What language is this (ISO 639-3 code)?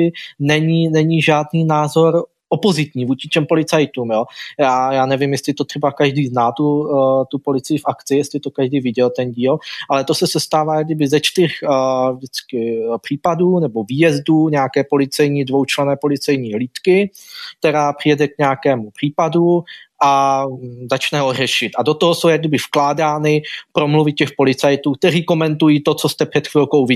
ces